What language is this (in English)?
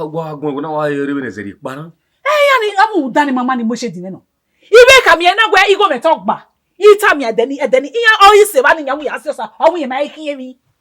Bini